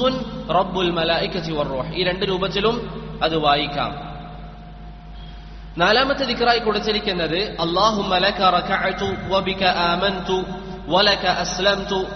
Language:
Malayalam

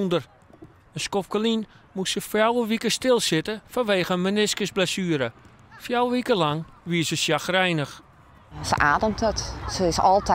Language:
Western Frisian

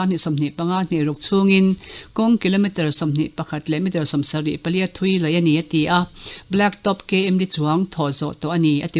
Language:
Mizo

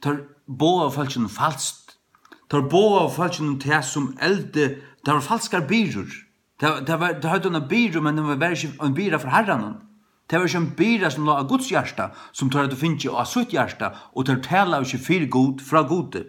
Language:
Faroese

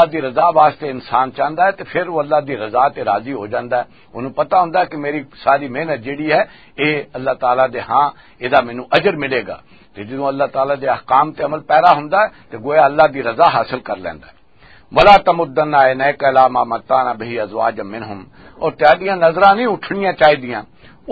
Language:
Western Panjabi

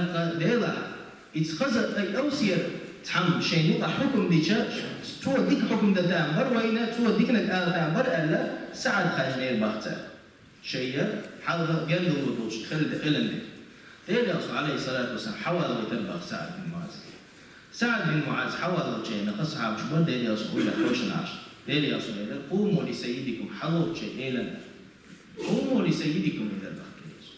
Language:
Chechen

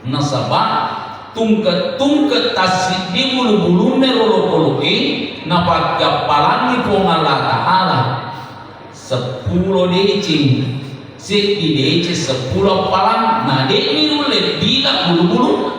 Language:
Buginese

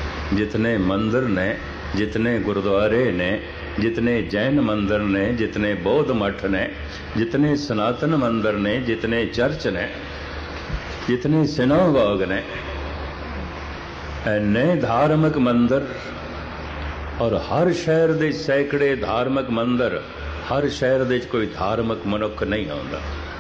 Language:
Punjabi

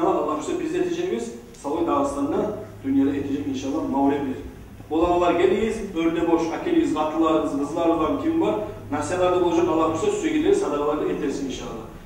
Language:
Kumyk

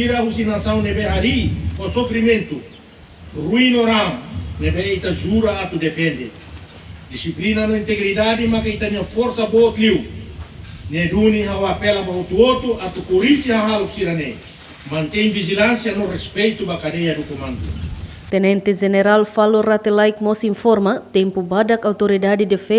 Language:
Tetum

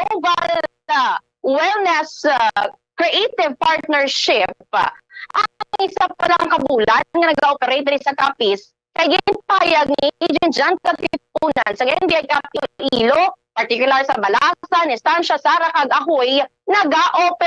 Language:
Hiligaynon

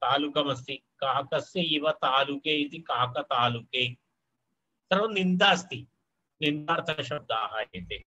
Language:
Sanskrit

